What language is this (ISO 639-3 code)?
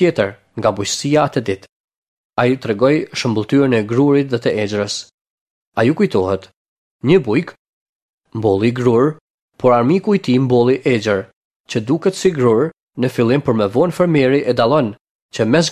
sqi